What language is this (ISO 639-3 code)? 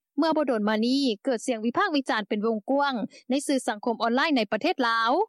lao